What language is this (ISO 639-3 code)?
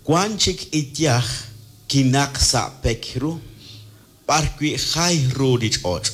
kek